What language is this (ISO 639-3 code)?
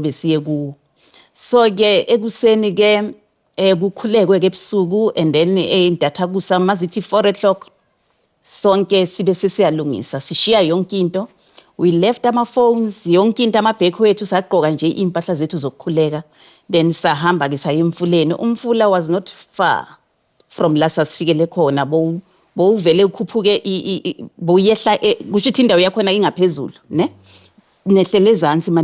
zul